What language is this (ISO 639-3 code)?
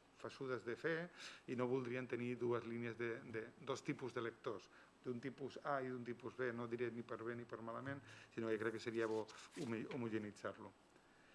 cat